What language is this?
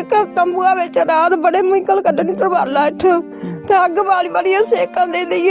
Dogri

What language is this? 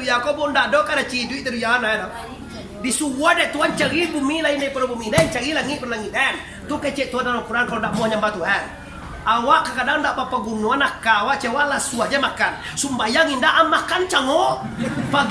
Minangkabau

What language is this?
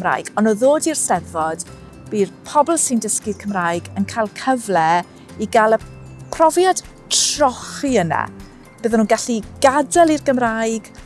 Welsh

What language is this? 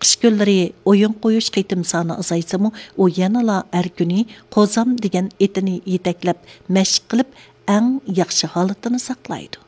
Uyghur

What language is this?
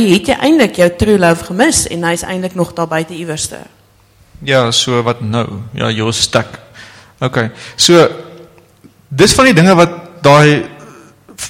Afrikaans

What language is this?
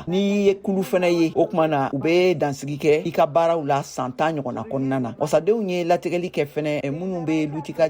Bambara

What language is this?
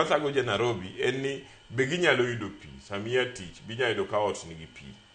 Luo (Kenya and Tanzania)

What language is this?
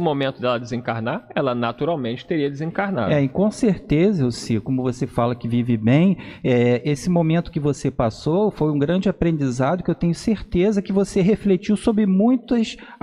Portuguese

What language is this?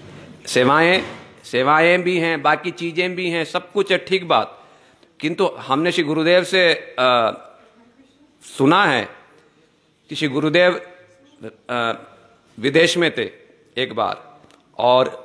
Hindi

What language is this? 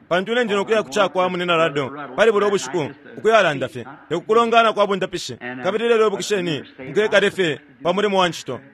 Bemba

